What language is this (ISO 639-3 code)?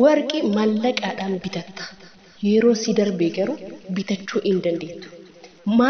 orm